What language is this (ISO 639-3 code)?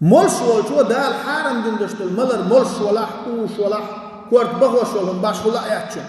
che